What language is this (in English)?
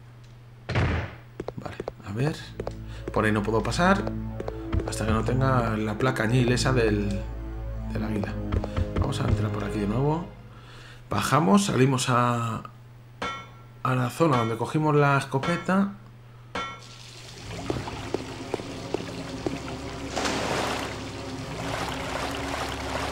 Spanish